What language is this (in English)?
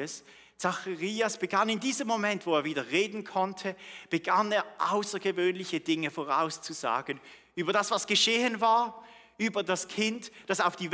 Swiss German